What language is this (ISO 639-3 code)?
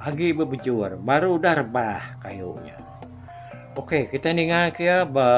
iba